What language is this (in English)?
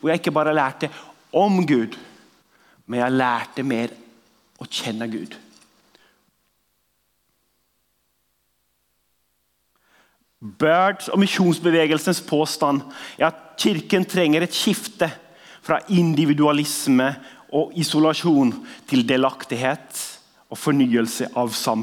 Norwegian